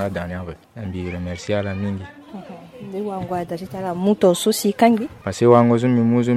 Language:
Sango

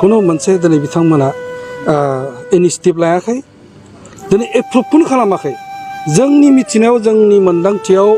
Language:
Bodo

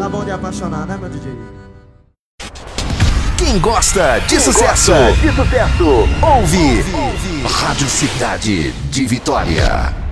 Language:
Portuguese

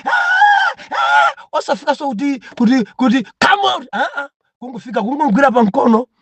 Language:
Nyanja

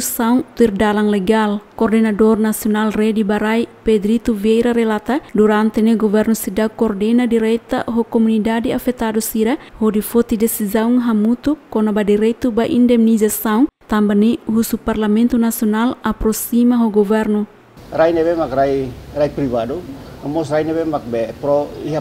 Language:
Tetum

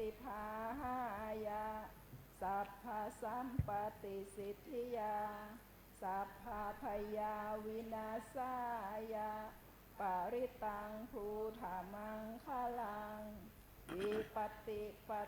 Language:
Pali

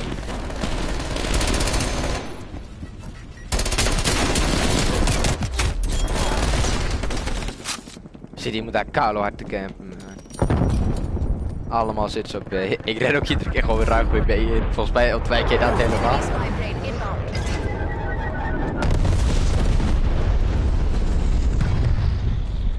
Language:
Dutch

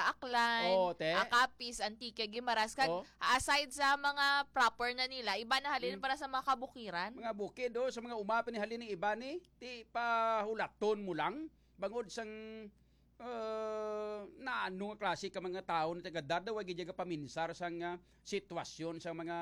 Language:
Hiligaynon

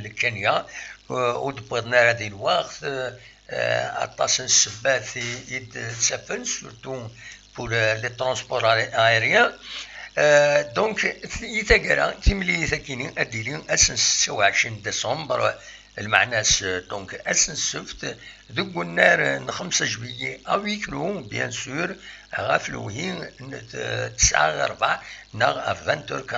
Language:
Kabyle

